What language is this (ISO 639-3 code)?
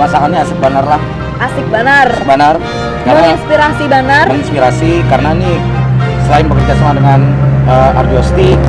bjn